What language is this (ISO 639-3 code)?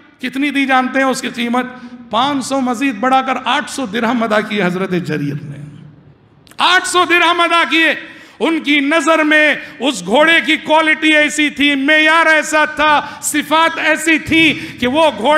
urd